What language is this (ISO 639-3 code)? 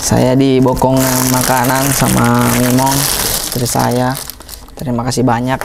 mfp